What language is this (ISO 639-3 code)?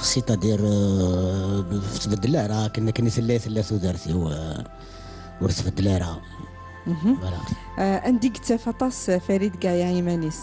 kab